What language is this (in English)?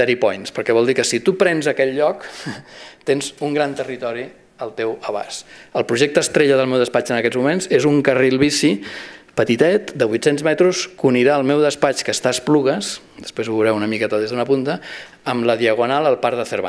Catalan